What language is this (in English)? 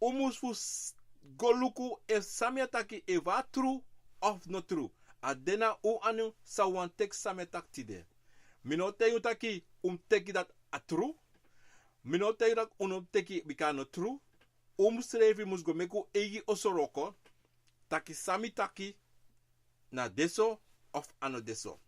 Sranan Tongo